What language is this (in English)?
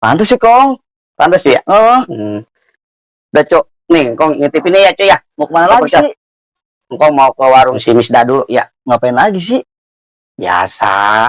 Betawi